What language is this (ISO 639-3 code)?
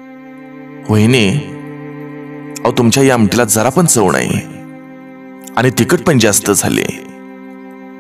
mar